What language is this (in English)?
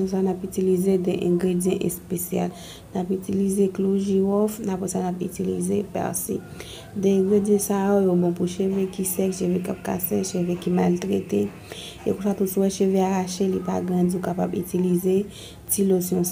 Haitian Creole